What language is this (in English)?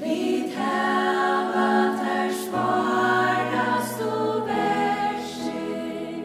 Faroese